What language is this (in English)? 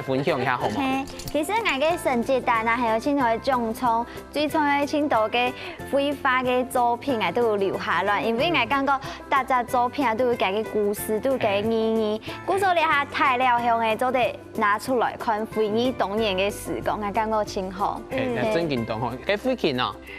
Hakka Chinese